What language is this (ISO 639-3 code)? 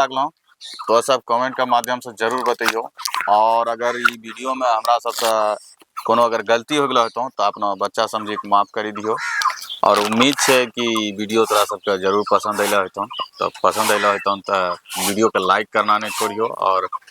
anp